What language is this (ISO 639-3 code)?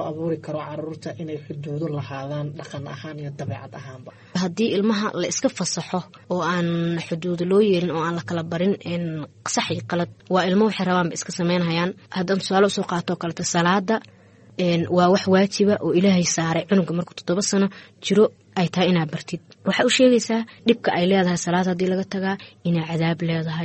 som